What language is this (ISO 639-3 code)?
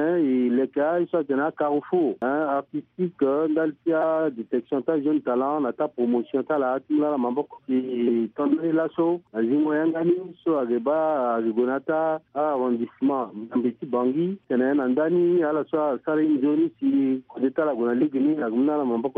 sag